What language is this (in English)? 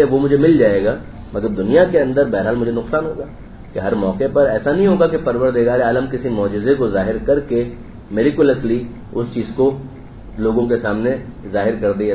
Urdu